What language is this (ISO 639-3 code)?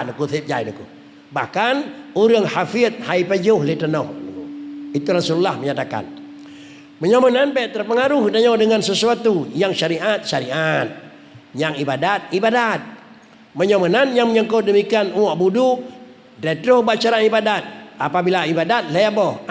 ace